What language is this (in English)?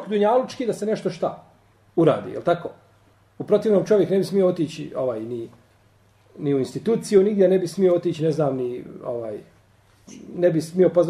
Bosnian